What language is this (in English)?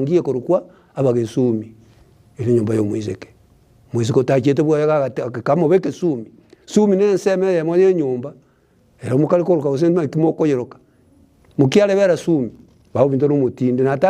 Gusii